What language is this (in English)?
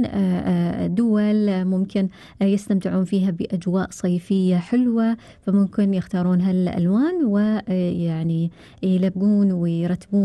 Gulf Arabic